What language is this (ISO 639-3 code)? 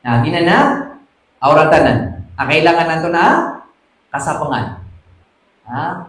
mrw